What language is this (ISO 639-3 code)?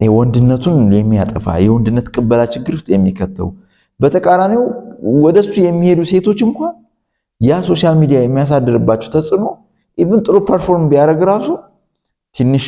amh